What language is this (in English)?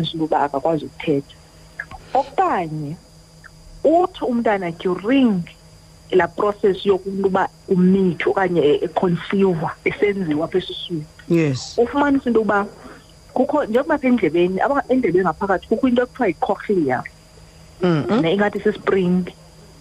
Xhosa